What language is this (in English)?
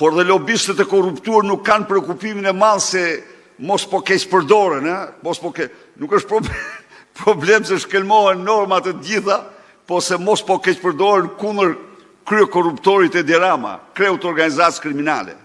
Albanian